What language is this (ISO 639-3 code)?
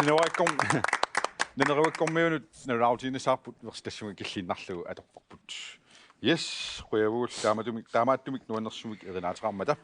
kal